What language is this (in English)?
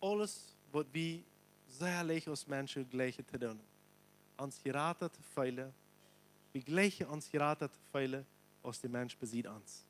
Plautdietsch